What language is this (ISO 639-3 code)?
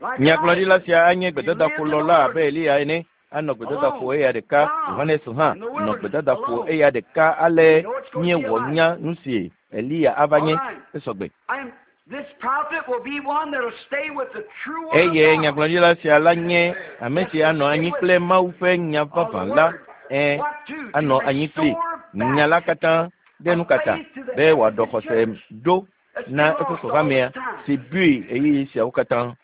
ewe